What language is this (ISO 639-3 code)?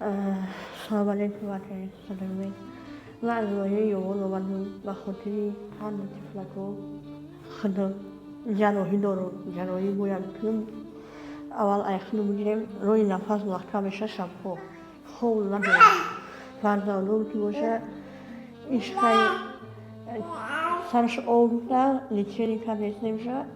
tgk